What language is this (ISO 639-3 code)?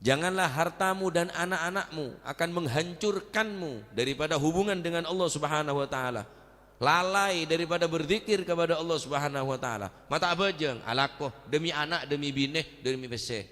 mad